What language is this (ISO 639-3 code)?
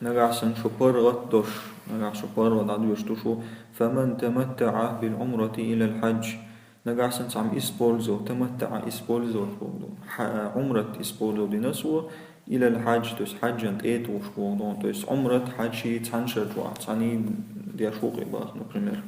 che